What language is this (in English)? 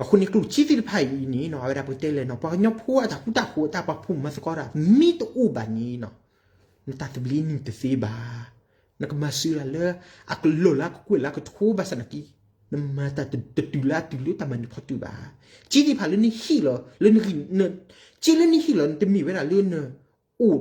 S'gaw Karen